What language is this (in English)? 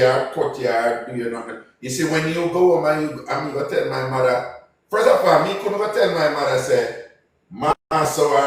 Jamaican Creole English